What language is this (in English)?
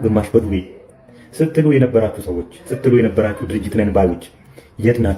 Amharic